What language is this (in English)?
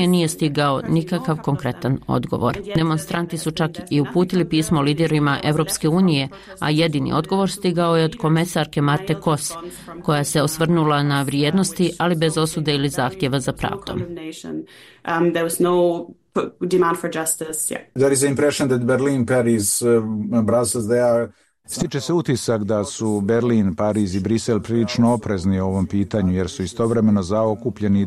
Bosnian